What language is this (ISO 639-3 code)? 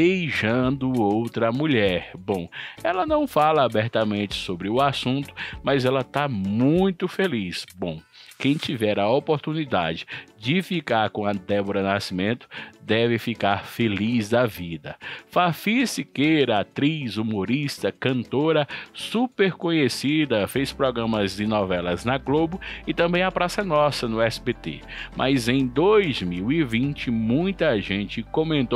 por